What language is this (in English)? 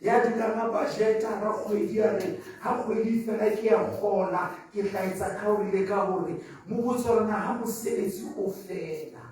Southern Sotho